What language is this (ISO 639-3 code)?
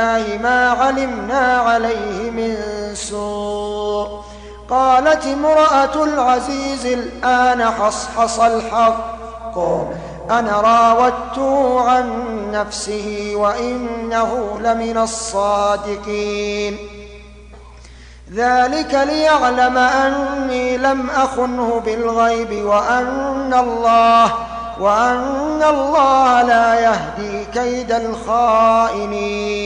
ara